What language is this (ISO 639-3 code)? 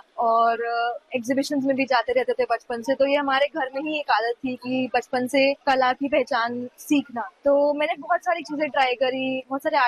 hin